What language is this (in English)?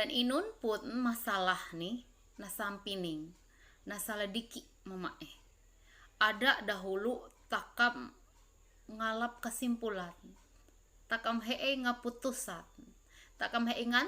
Ma'anyan